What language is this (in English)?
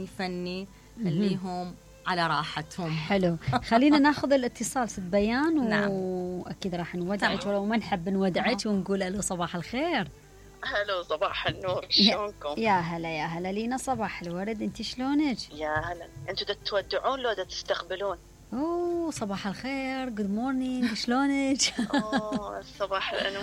Mesopotamian Arabic